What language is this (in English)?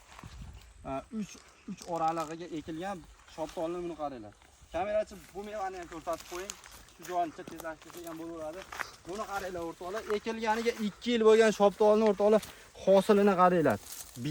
Uzbek